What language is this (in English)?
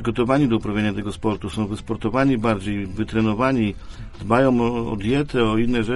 Polish